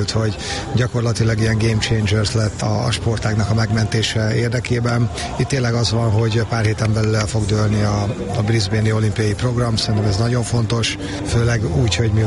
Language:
Hungarian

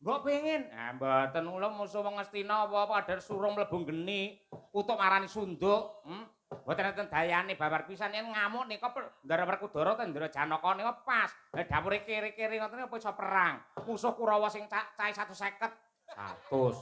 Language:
Javanese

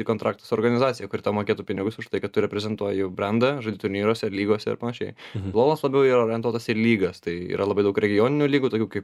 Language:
Lithuanian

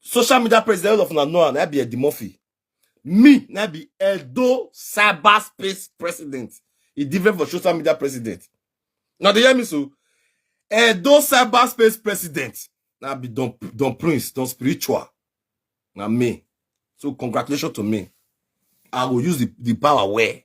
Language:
Nigerian Pidgin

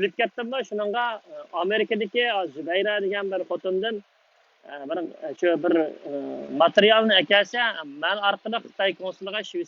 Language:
Uyghur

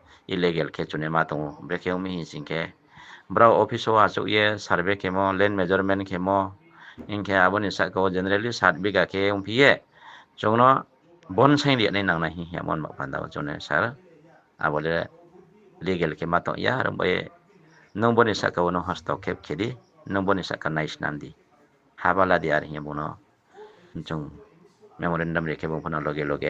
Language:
Riang (India)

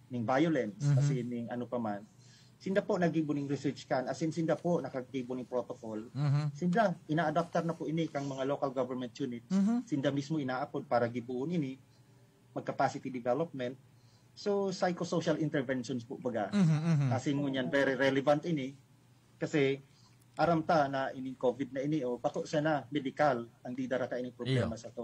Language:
Bikol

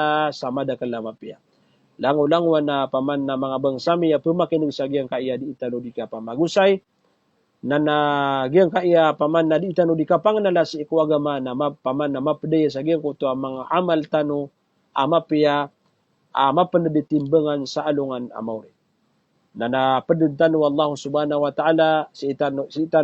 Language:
Maranao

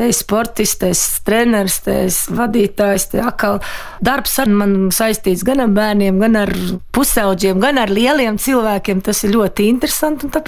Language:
Latvian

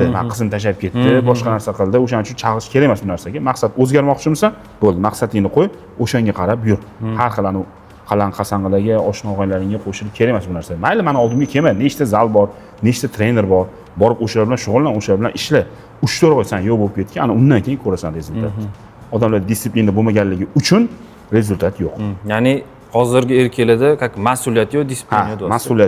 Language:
Uzbek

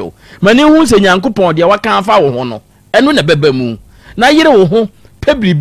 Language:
Akan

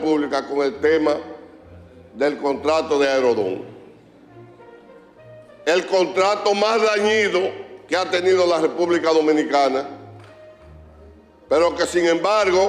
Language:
Spanish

